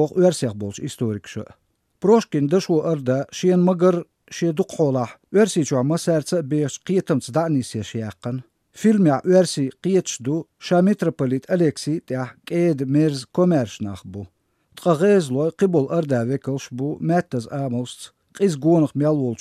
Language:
Chechen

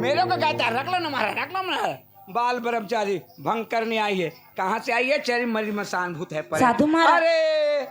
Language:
Chhattisgarhi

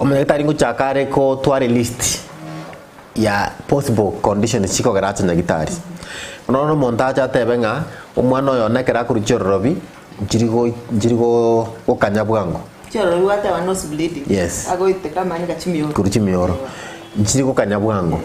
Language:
Gusii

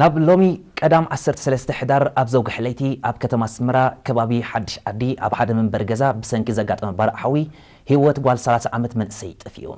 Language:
Tigrinya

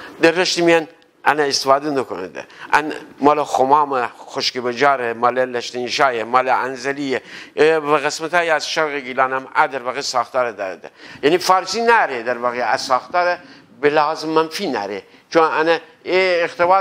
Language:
Gilaki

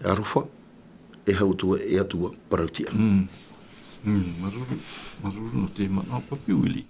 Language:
Tahitian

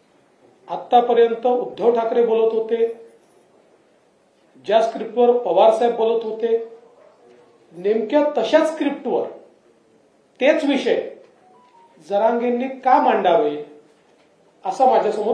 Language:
Marathi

